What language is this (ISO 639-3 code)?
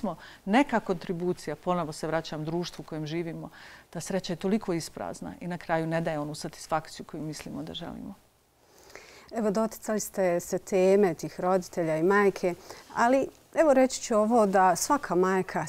bos